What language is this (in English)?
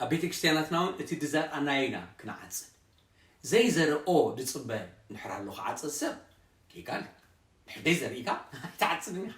Tigrinya